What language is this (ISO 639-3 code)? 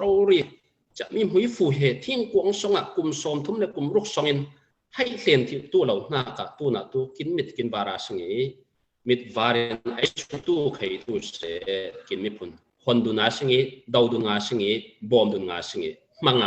cfm